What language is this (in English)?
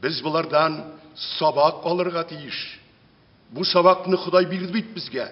Tatar